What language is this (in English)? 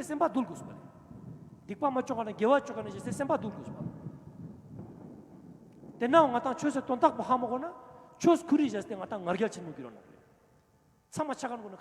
Ladakhi